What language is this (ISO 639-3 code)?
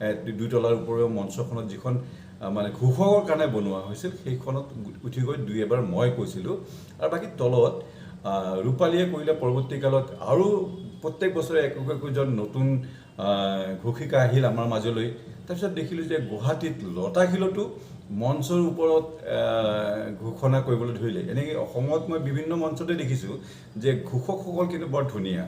asm